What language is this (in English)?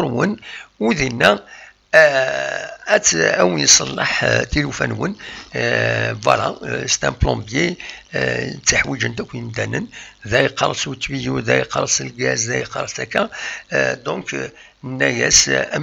Kabyle